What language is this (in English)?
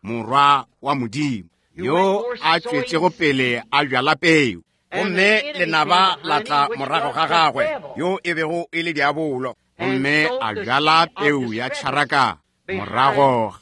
Northern Sotho